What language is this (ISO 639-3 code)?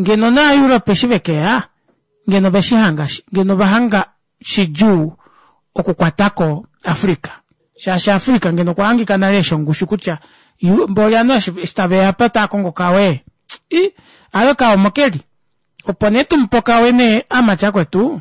kua